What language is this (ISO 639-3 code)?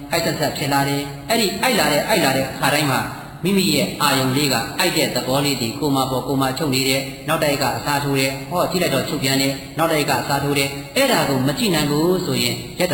mya